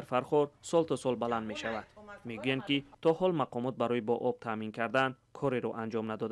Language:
Tajik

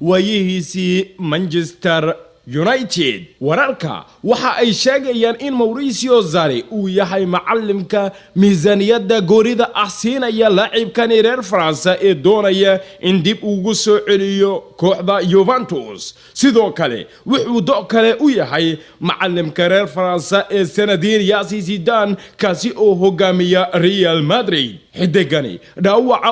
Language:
Somali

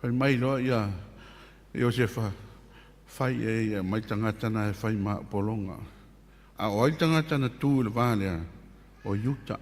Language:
Samoan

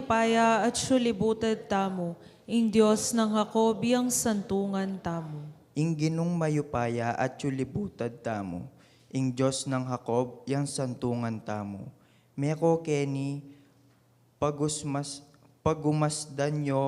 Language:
Pampanga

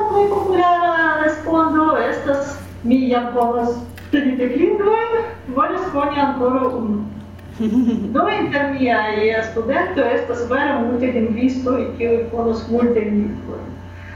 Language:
Esperanto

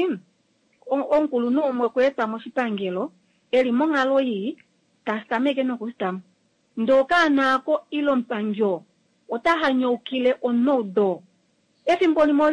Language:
Kuanyama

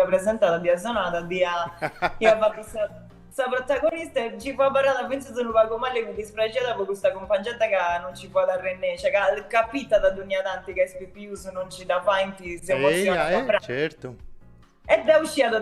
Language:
Sardinian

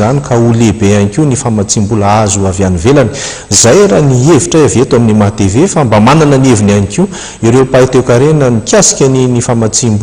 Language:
Malagasy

